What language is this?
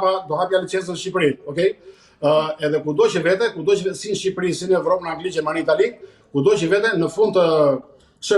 Albanian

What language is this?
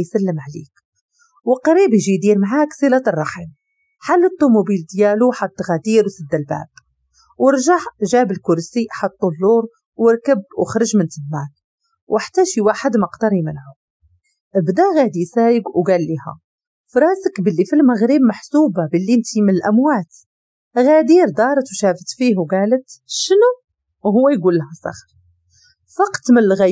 Moroccan Arabic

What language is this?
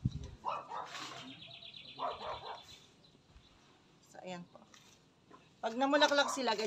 Filipino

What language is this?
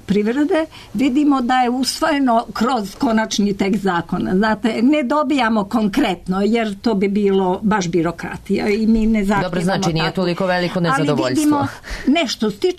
Serbian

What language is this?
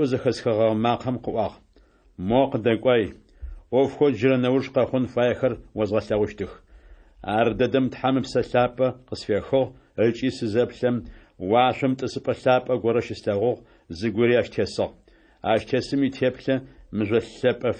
Adyghe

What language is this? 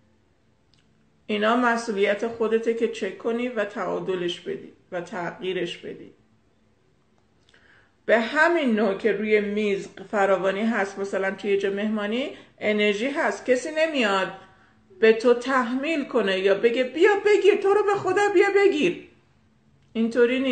Persian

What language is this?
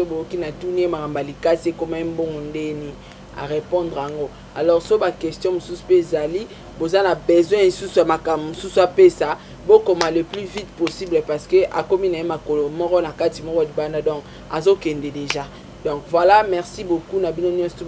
Lingala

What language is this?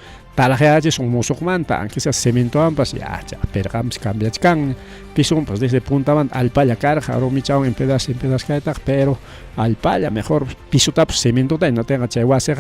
Ayacucho Quechua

